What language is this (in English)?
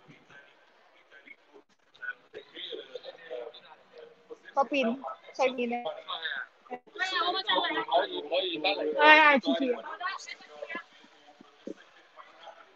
Filipino